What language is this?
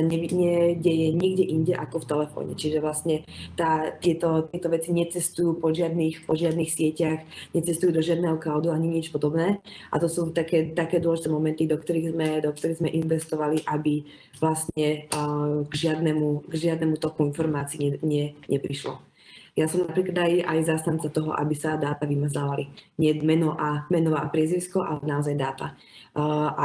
Slovak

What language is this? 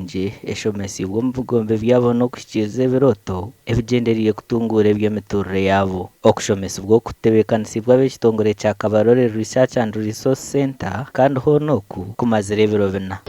Nyankole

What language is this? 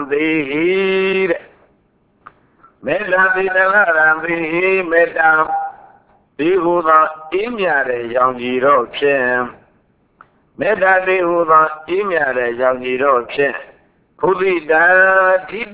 Burmese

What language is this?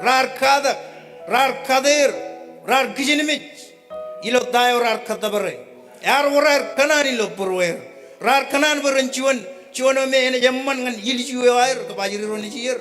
Marshallese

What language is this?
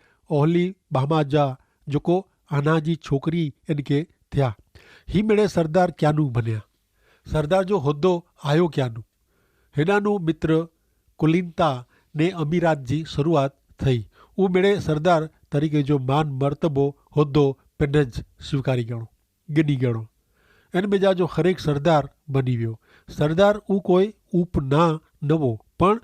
Kachhi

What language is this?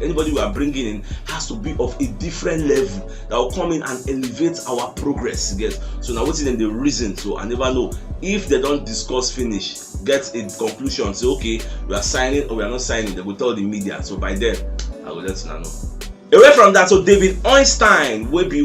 Nigerian Pidgin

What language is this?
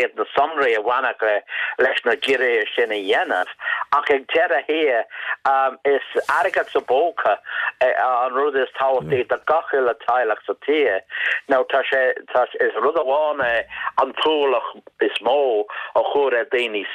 Irish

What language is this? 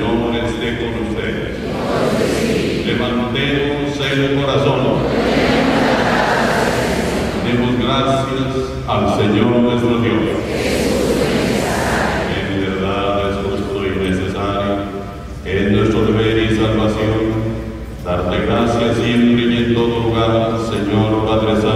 Spanish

